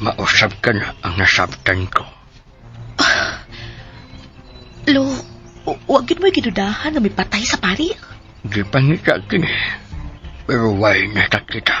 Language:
Cebuano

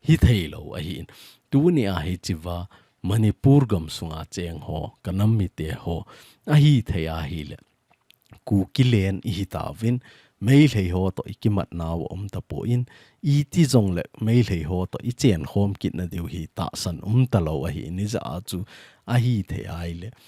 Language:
Thado Chin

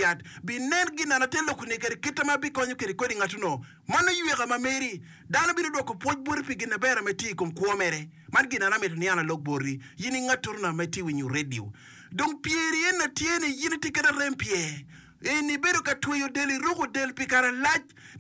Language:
Acoli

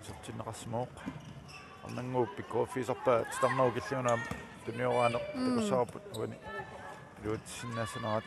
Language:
Kalaallisut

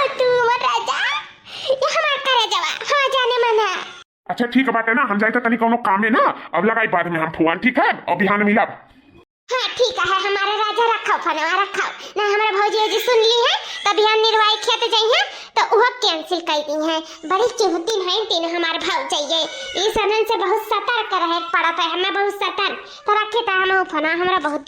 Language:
Awadhi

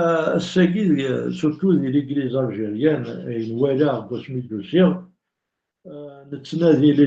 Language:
Kabyle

